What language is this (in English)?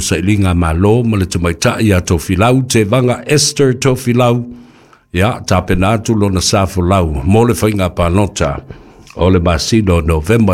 Samoan